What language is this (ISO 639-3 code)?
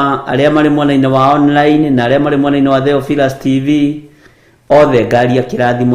kik